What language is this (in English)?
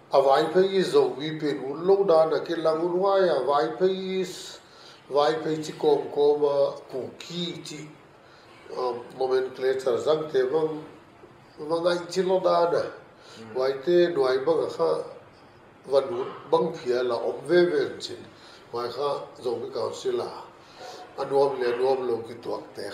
Paite Chin